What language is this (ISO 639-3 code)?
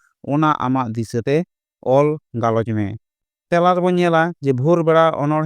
sat